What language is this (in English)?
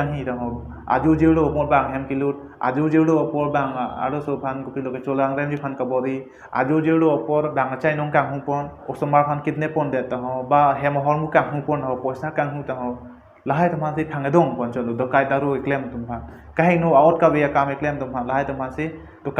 Karbi